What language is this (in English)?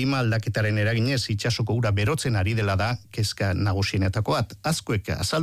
Basque